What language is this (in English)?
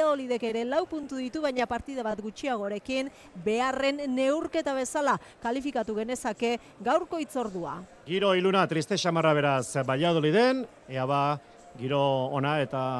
Basque